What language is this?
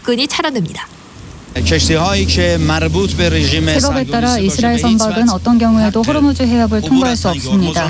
Korean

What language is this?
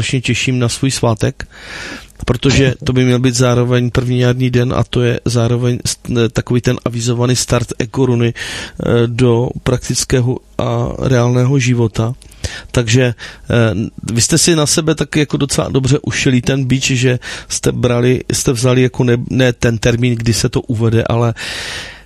Czech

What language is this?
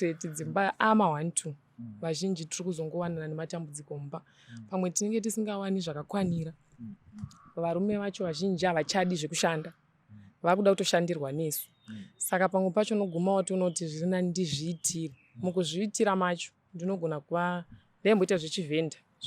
Shona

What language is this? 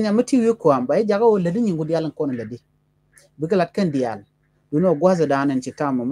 Nuer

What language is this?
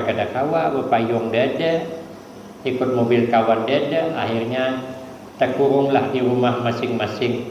Banjar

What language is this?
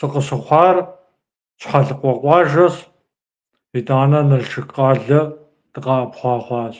Kabardian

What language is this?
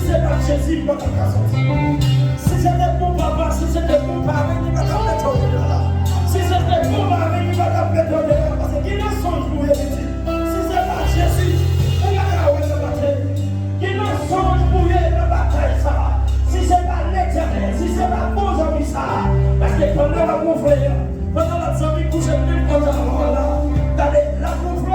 Haitian Creole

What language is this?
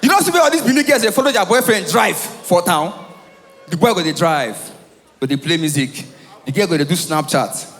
Nigerian Pidgin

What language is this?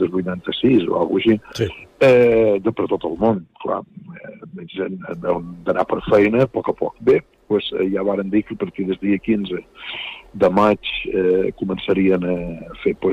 Catalan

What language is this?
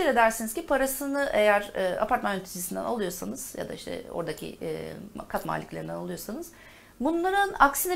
Turkish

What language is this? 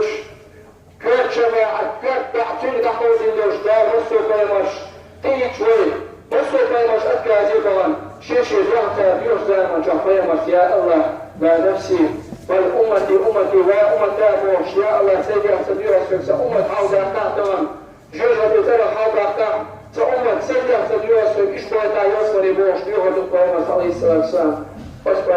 Chechen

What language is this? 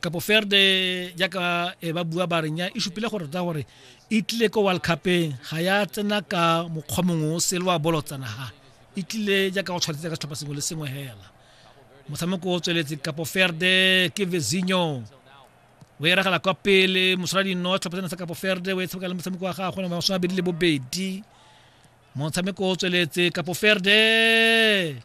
Tswana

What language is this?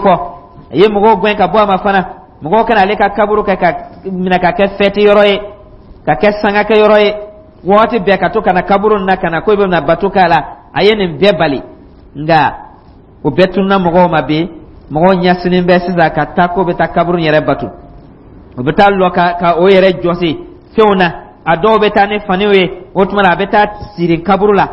Dyula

